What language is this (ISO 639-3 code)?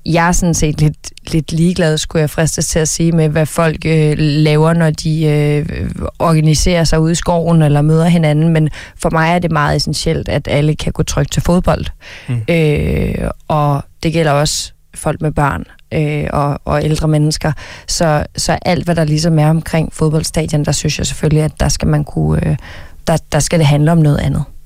dan